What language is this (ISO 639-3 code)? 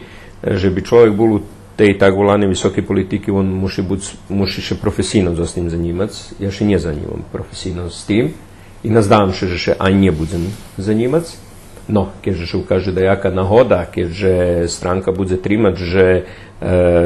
rue